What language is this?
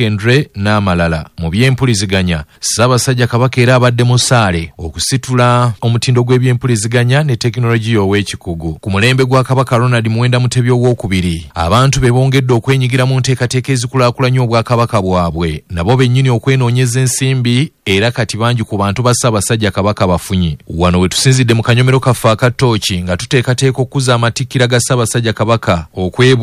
Ganda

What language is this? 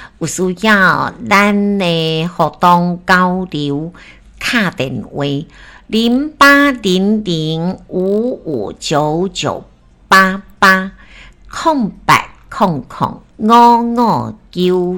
Min Nan Chinese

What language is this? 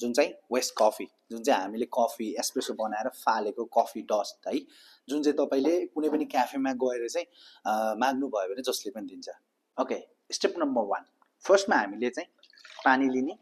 Nepali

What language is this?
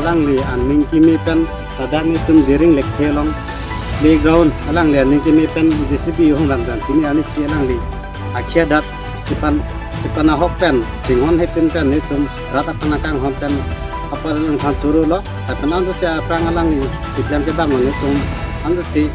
Karbi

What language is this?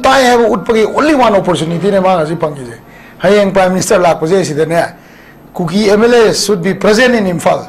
Manipuri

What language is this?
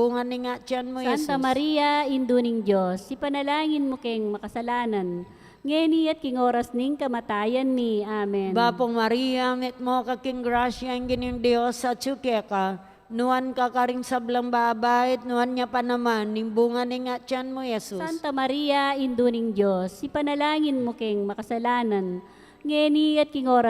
Pampanga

